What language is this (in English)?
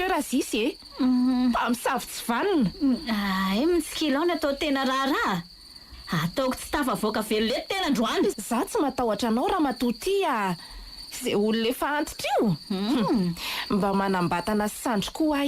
Malagasy